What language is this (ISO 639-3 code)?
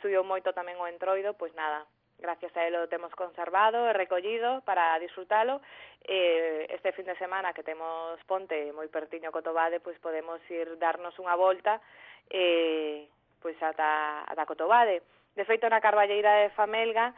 glg